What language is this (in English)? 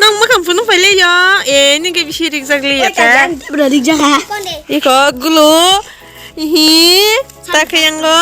Kok Borok